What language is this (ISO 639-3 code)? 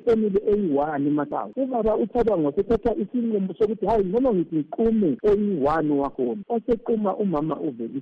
nde